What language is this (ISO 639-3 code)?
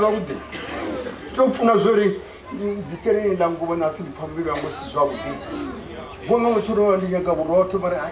ven